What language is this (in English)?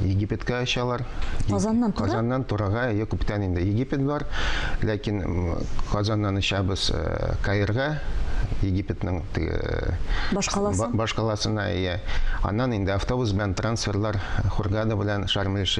Tatar